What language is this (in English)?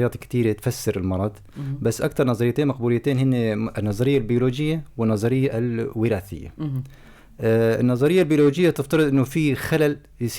North Levantine Arabic